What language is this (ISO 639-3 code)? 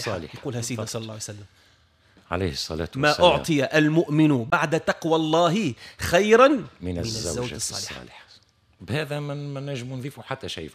aeb